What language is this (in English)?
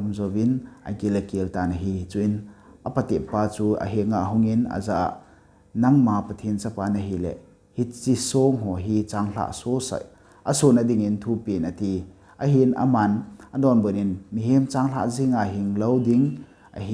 Thado Chin